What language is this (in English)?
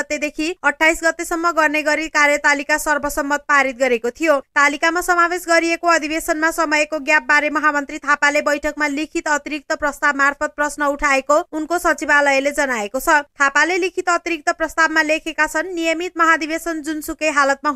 Nepali